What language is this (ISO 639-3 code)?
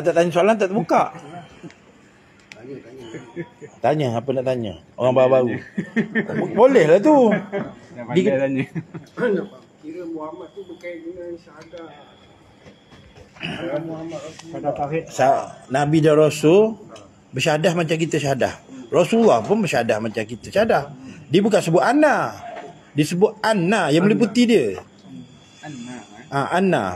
msa